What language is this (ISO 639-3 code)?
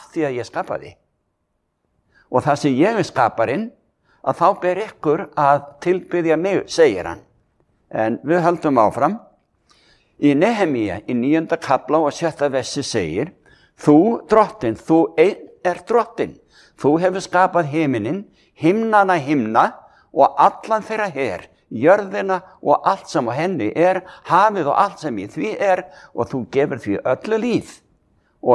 isl